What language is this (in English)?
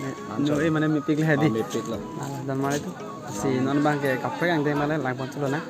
Karbi